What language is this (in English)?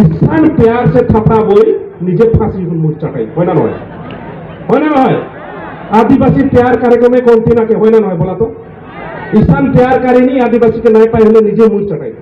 Santali